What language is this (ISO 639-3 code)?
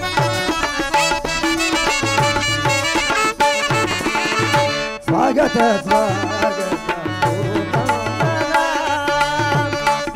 kan